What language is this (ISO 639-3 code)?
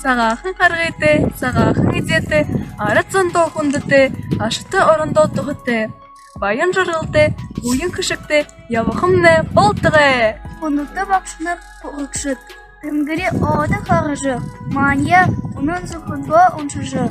bua